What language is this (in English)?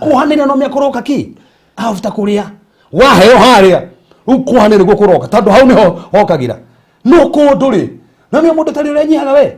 Kikuyu